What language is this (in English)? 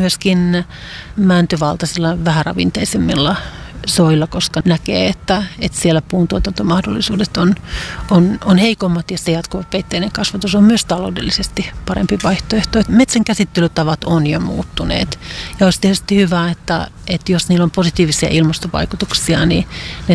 Finnish